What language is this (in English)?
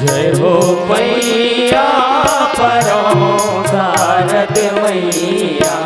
Chhattisgarhi